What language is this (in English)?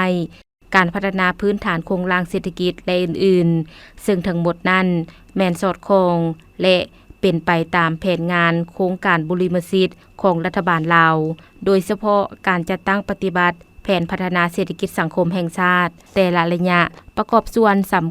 Lao